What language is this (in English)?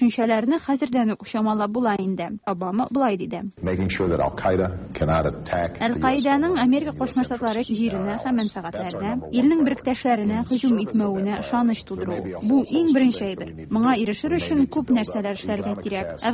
Tatar